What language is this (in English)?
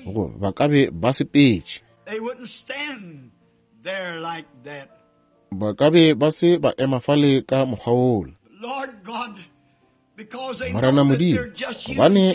Northern Sotho